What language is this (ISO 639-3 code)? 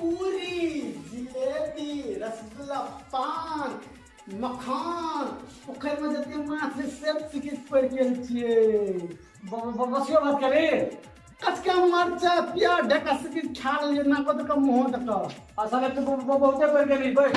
mai